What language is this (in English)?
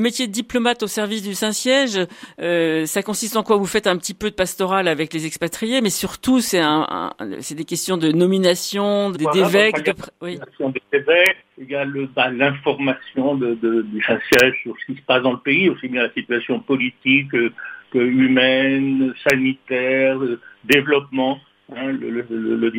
French